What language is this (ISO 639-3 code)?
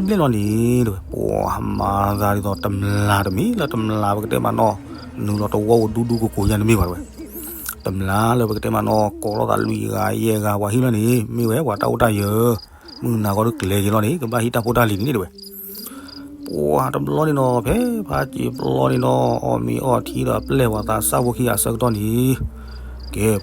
ksw